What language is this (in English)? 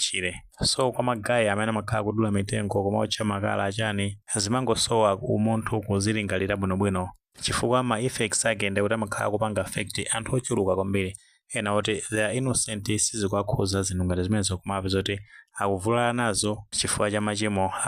Nyanja